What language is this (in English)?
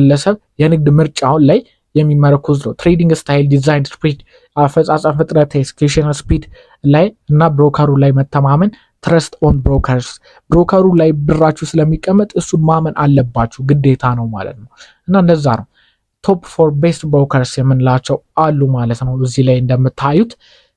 Amharic